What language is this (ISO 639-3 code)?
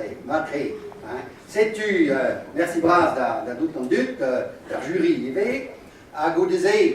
bre